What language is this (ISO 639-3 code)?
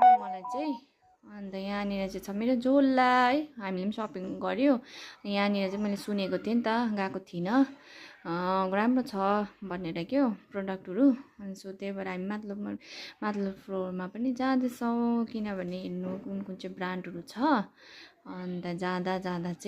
nep